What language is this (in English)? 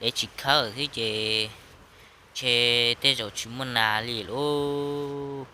Hmong